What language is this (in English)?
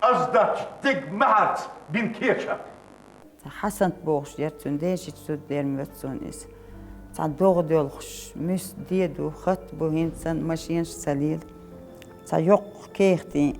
Chechen